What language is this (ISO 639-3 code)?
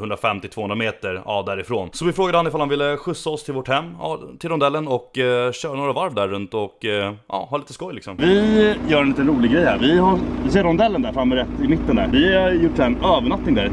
swe